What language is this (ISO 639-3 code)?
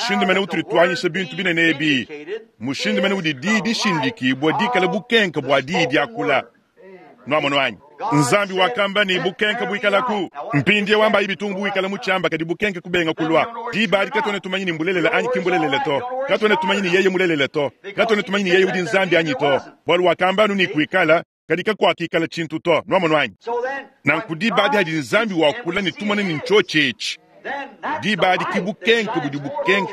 lua